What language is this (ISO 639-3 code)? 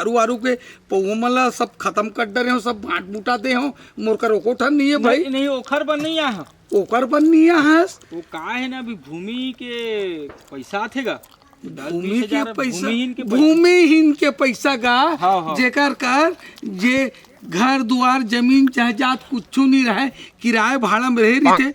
hne